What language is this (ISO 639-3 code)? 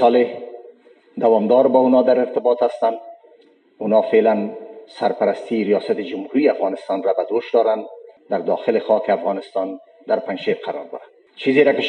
fas